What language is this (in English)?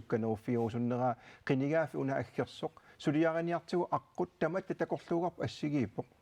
Kalaallisut